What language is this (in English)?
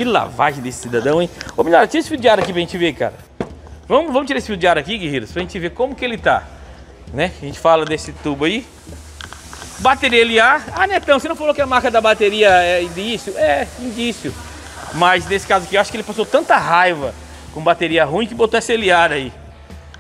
Portuguese